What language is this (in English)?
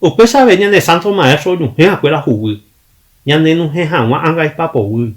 Guarani